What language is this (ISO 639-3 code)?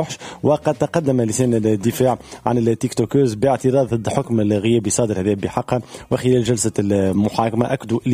aeb